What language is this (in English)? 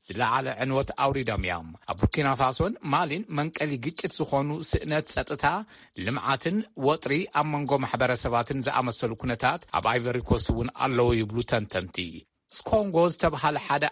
Tigrinya